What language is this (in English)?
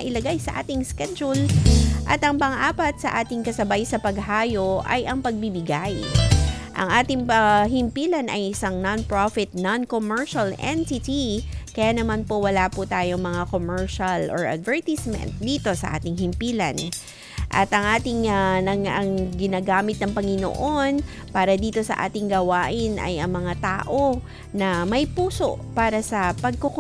Filipino